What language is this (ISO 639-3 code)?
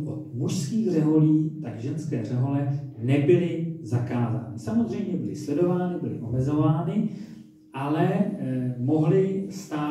ces